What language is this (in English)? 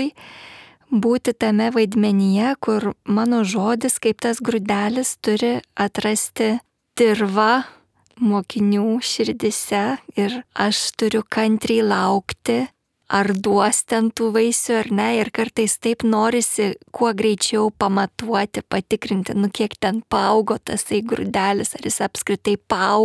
Lithuanian